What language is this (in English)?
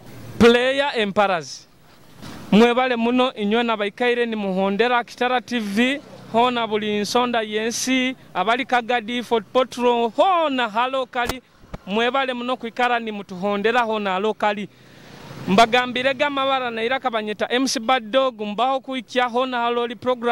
Nyoro